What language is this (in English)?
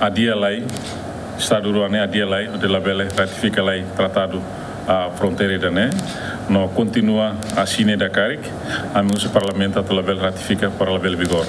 Tetum